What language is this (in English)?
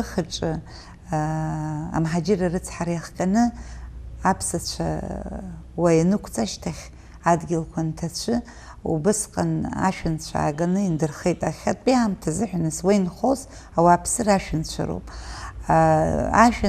Abkhazian